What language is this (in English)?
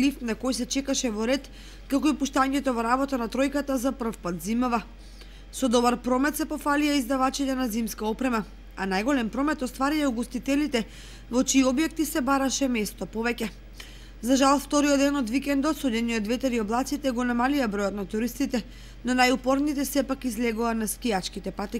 Macedonian